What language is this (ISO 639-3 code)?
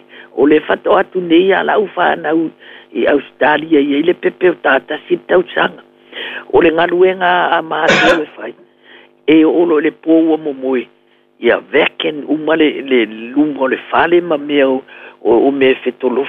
smo